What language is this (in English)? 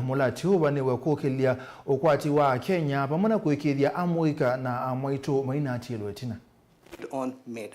Kamba